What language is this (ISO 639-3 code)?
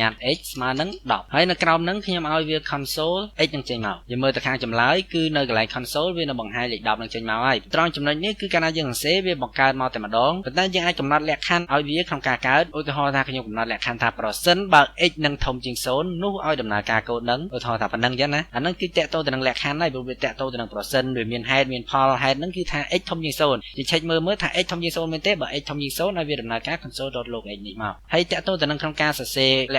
khm